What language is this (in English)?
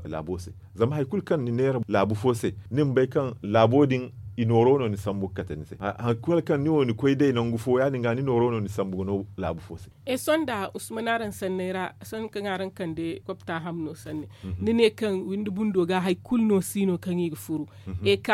Zarma